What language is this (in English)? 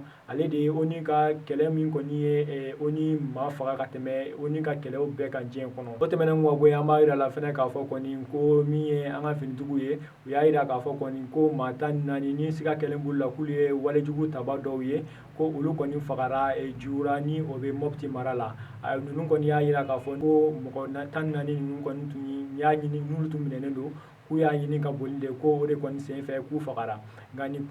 Bambara